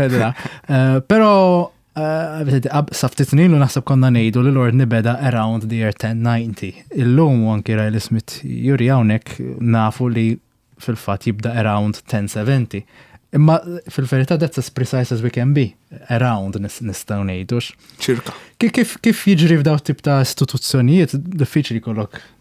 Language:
Maltese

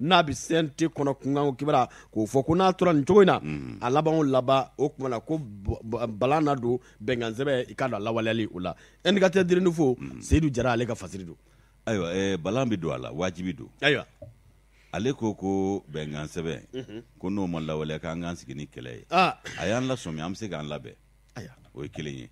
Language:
Bambara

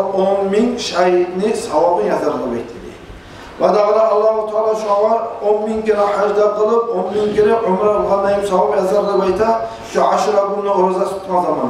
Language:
Kumyk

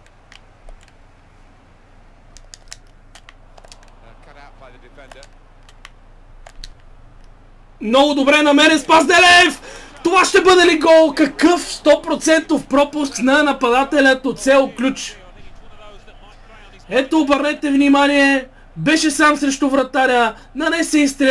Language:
Bulgarian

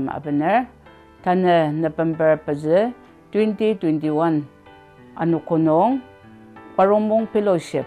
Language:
Ao Naga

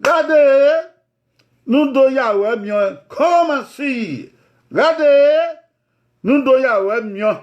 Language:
Bini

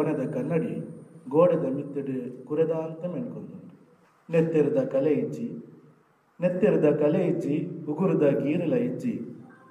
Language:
Tulu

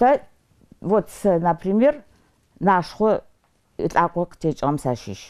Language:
Adyghe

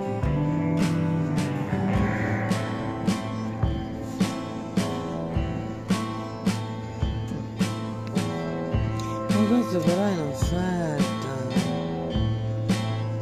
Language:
Italian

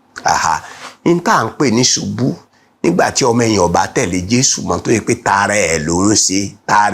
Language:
Yoruba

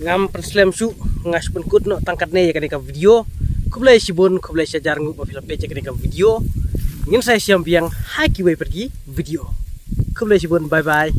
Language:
Khasi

